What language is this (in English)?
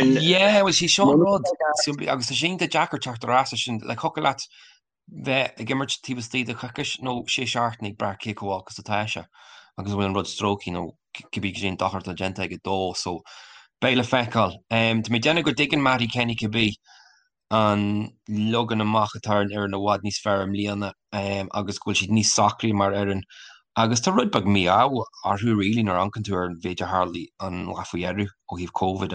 Irish